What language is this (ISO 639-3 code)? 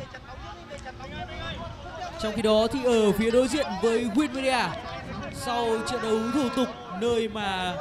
vie